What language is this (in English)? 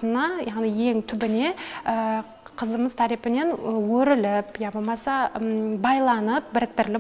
Kara-Kalpak